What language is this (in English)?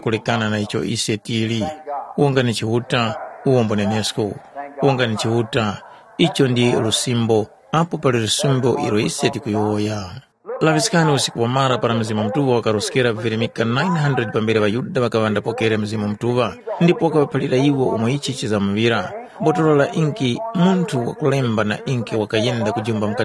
Tumbuka